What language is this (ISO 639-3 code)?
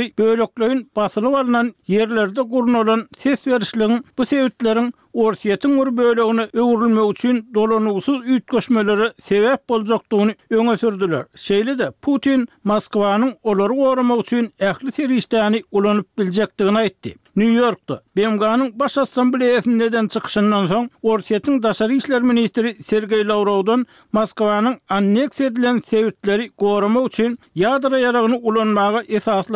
tuk